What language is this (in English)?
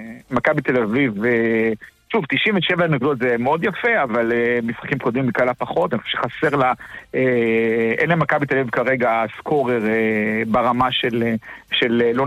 Hebrew